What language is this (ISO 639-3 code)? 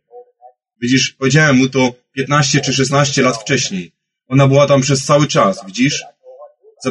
pol